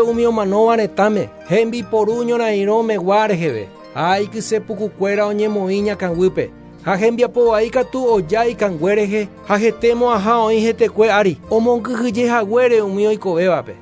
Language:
Guarani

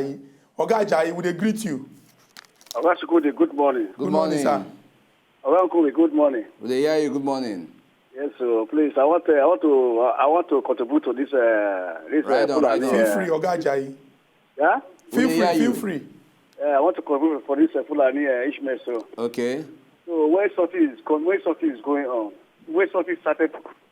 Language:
Nigerian Pidgin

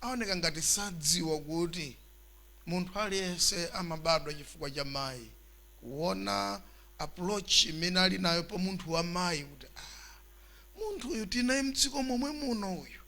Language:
Nyanja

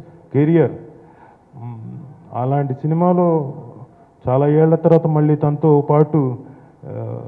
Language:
Telugu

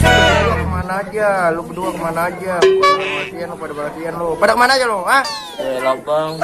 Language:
Betawi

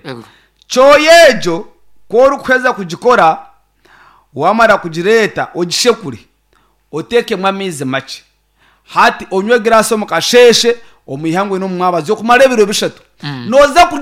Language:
Nyankole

